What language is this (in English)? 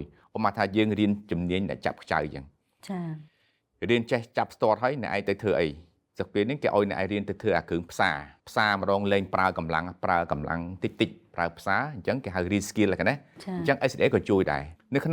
Khmer